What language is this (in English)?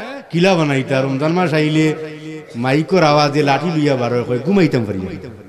Sylheti